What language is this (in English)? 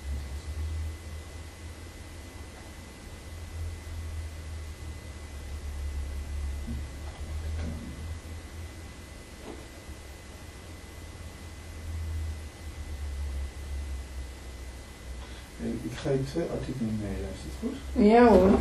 Dutch